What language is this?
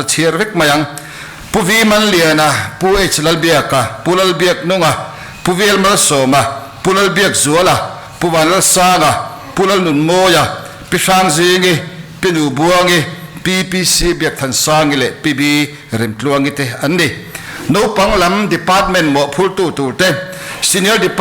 Mizo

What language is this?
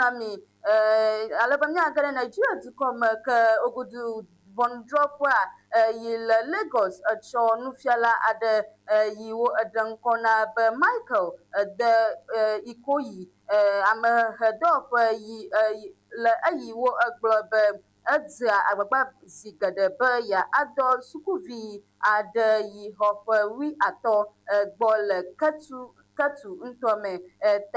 Ewe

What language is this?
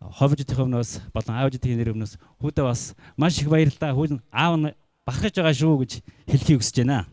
Mongolian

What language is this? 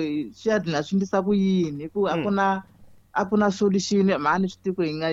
Tsonga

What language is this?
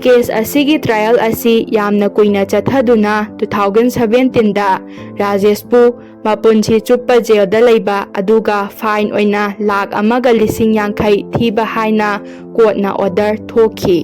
Manipuri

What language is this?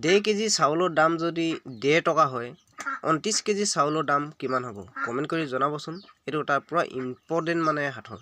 Assamese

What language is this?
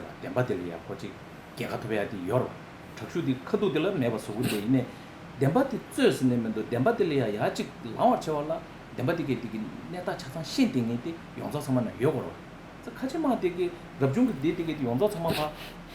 Tibetan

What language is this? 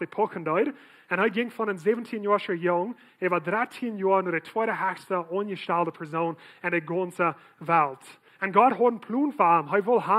Plautdietsch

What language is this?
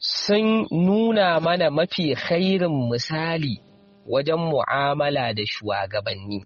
Hausa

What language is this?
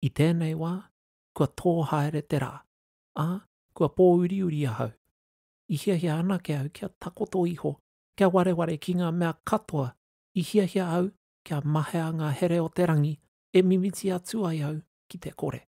Māori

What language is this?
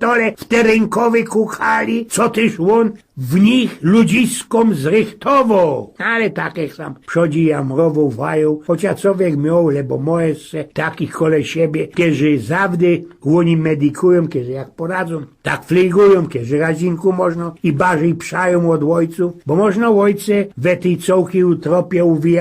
Silesian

